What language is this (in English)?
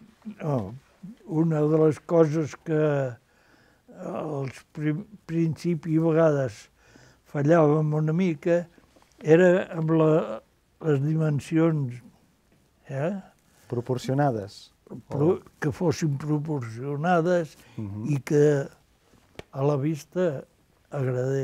Catalan